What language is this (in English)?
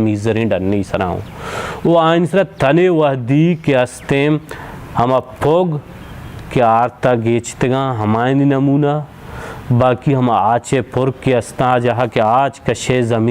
Baluchi